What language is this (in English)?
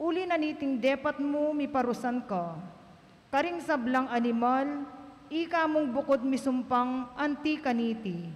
Pampanga